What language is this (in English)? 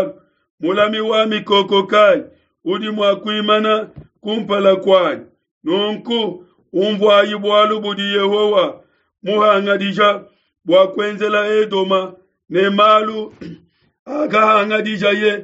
Luba-Lulua